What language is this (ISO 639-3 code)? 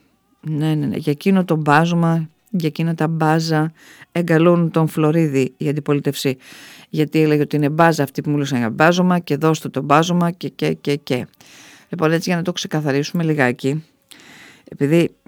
ell